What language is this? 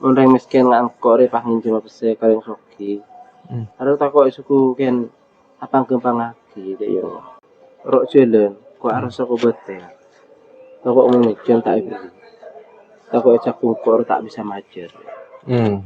Madurese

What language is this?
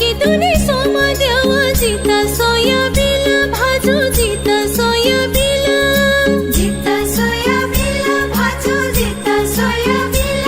Newari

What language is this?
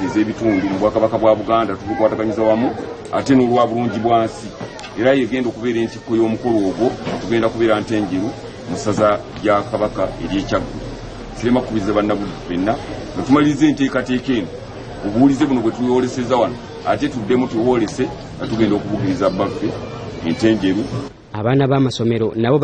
Ganda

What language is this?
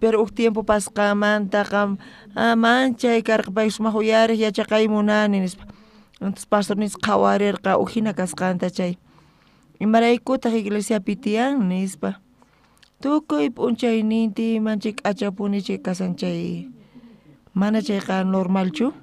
South Bolivian Quechua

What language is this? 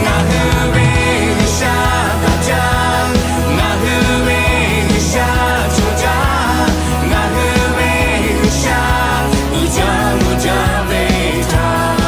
Lahu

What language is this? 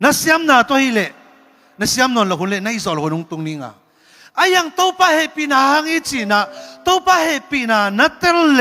Tedim Chin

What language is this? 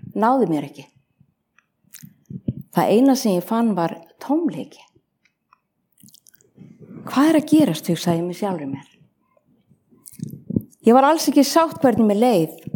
Icelandic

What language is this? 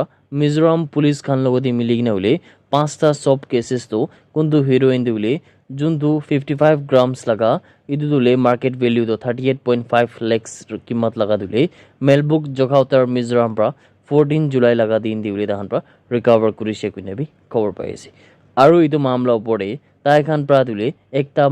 Naga Pidgin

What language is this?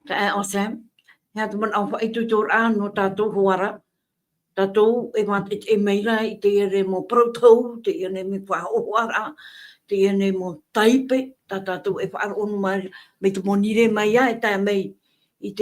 Tahitian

